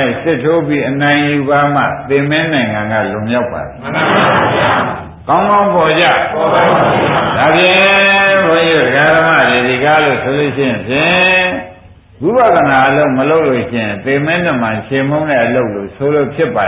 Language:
Burmese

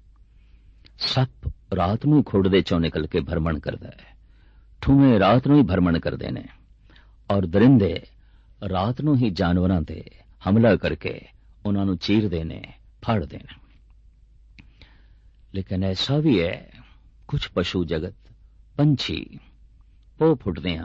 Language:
Punjabi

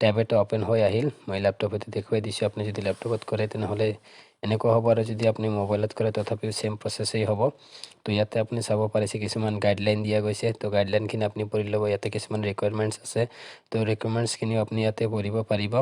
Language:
Assamese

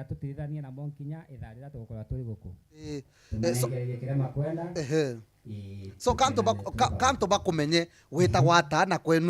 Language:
Meru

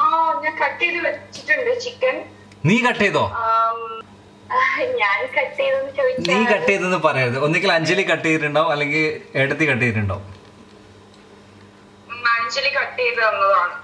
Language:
Malayalam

